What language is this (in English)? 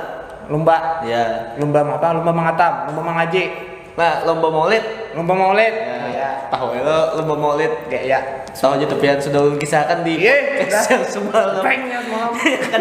Banjar